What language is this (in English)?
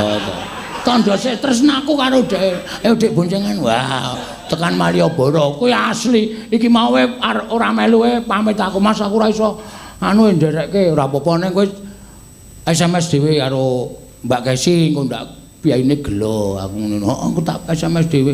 Javanese